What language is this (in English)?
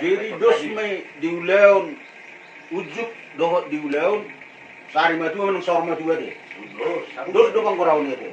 Batak Toba